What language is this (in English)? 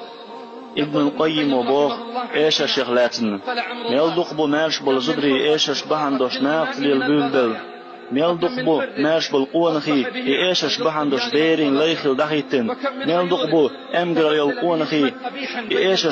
Chechen